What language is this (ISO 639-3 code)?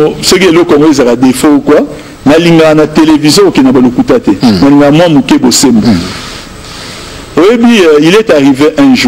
lin